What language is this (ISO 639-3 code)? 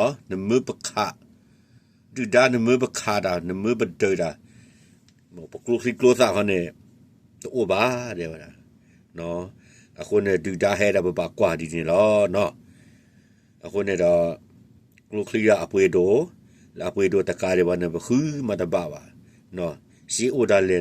ksw